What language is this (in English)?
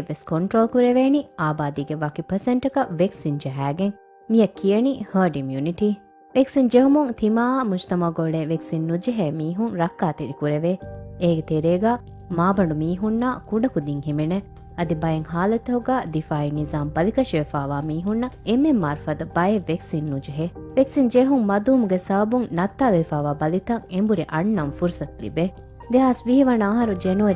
Divehi